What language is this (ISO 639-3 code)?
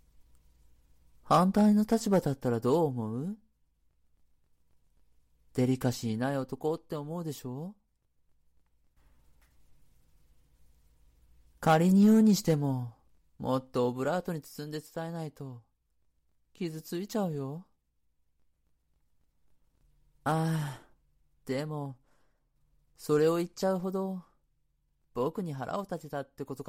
jpn